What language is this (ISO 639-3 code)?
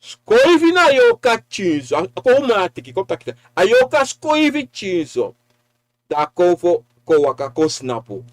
srn